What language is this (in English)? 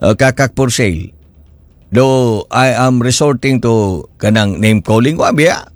Cebuano